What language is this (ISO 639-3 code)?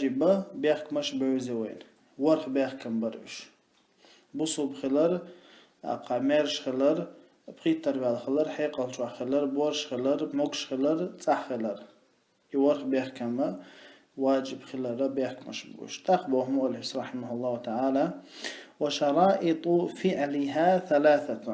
che